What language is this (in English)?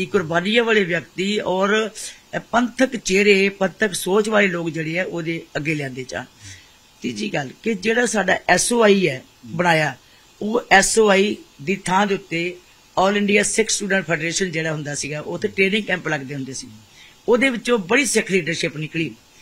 Punjabi